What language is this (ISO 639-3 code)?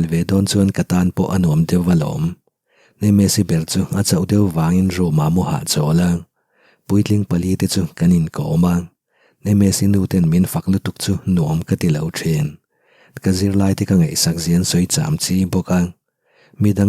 lus